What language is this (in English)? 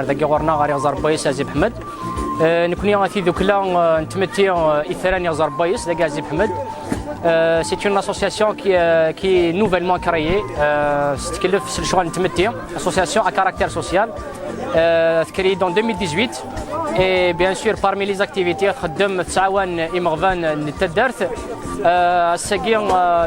Kabyle